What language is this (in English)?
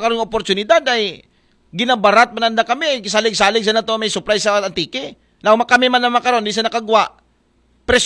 Aklanon